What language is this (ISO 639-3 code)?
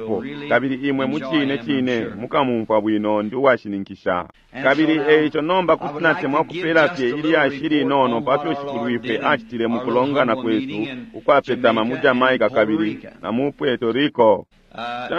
bem